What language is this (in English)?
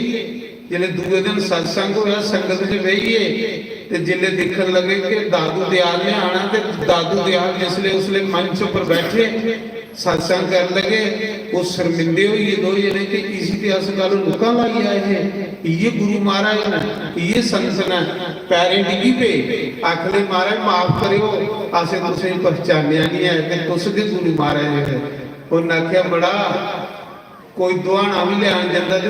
Dogri